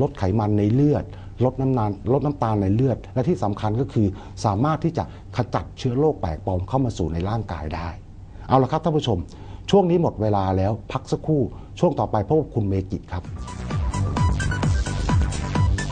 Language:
Thai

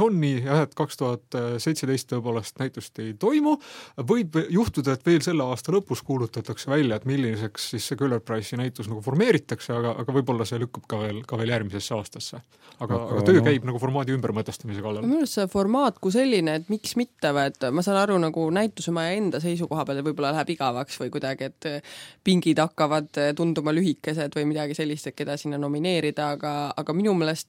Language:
Estonian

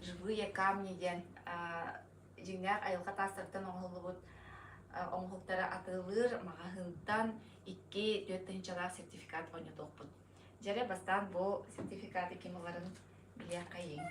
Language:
Yakut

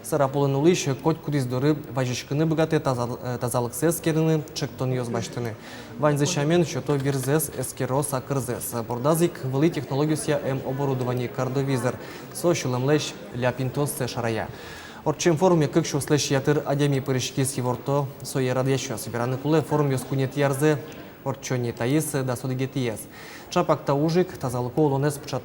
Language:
Udmurt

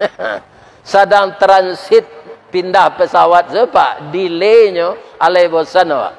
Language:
Minangkabau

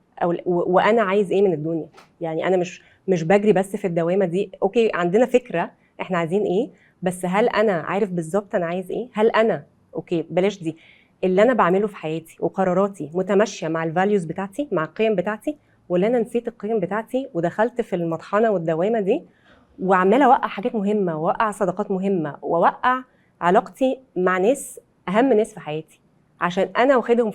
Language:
Egyptian Arabic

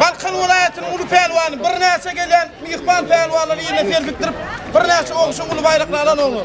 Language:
Turkmen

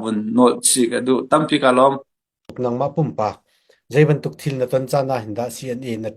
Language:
Hakha Chin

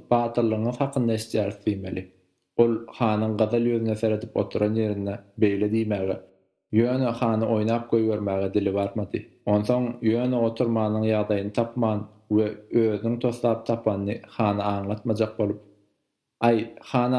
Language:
Turkmen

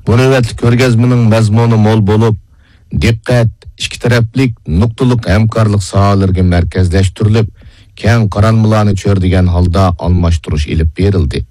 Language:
Uyghur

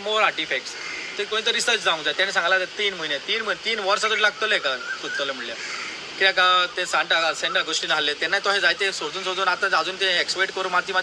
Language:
Konkani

